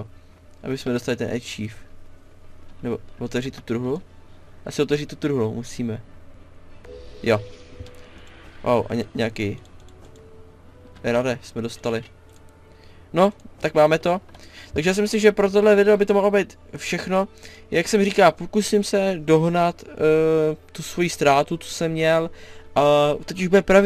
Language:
Czech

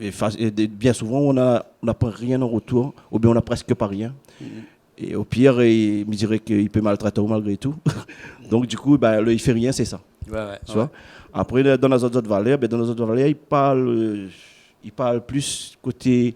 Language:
Réunion Creole French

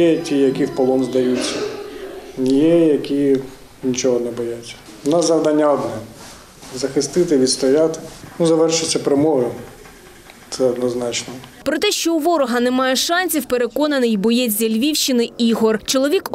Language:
Ukrainian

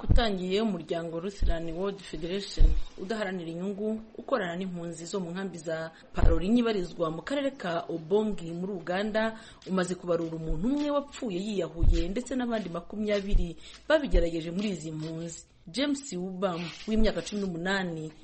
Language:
Kinyarwanda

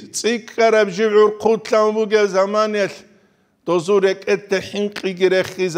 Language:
Avaric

